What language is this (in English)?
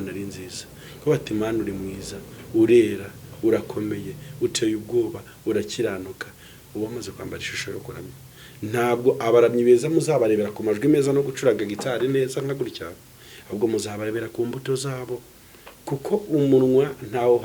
Kinyarwanda